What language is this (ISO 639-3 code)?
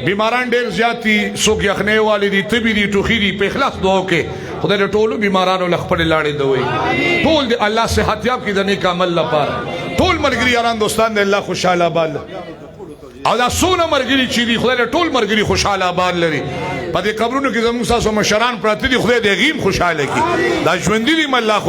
pus